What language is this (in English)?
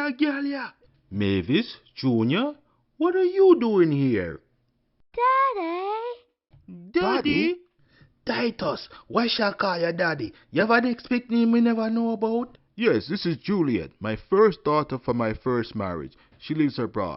Jamaican Creole English